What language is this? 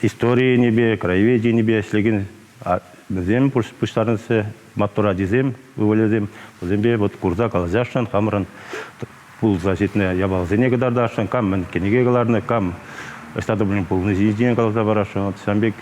Chuvash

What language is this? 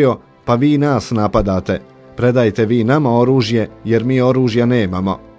Bosnian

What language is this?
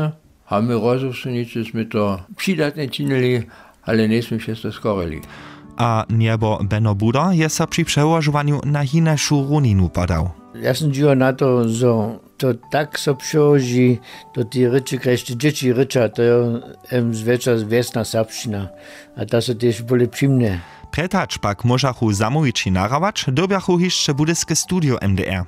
Upper Sorbian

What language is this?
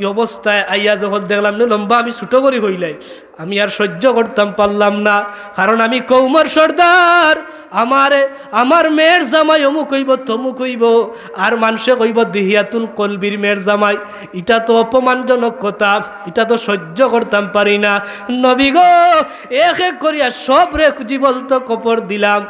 Sylheti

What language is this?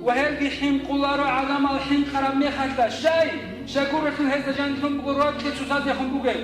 Avaric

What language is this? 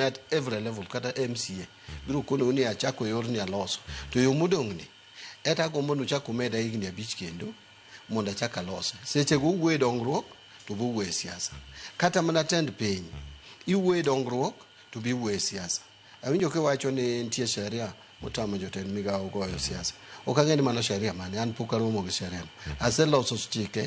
Luo (Kenya and Tanzania)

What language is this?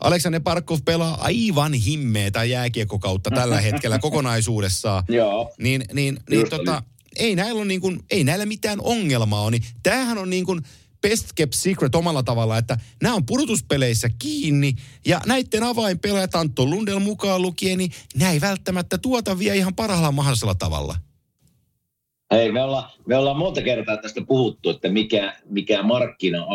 Finnish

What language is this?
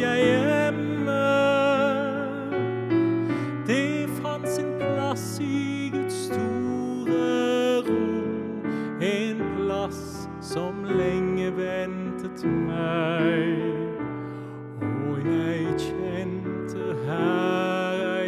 Norwegian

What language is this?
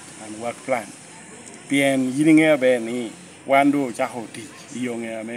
Lango (Uganda)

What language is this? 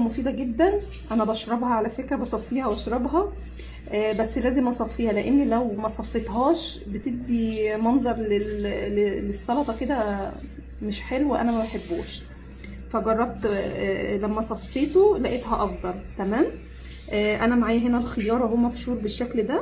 Egyptian Arabic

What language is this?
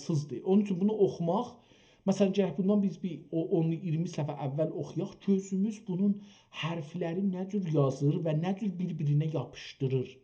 South Azerbaijani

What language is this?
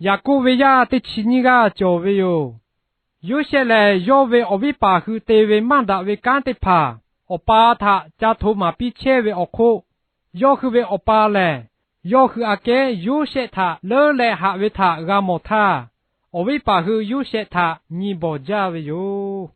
Lahu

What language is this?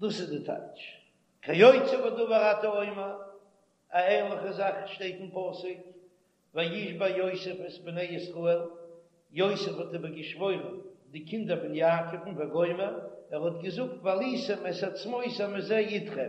Yiddish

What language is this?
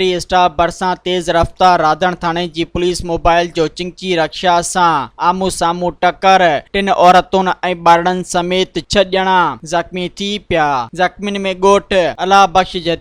Sindhi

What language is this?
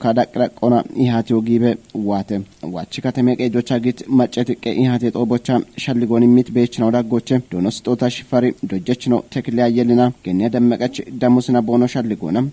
Kafa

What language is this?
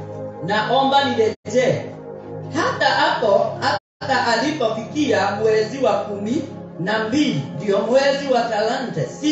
Swahili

